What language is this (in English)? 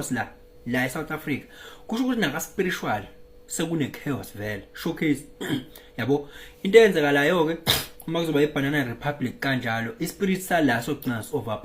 Zulu